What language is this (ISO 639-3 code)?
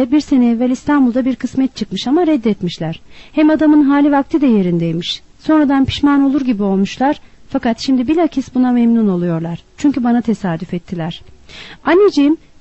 tur